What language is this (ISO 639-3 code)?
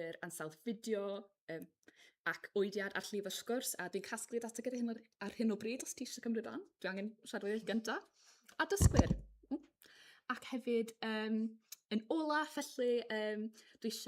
cym